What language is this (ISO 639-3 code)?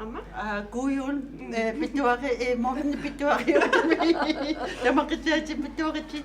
kal